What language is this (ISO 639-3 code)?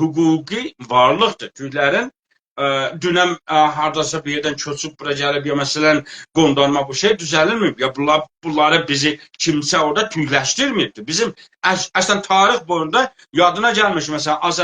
azb